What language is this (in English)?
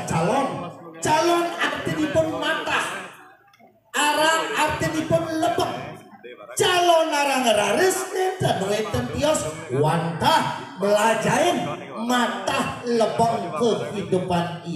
Balinese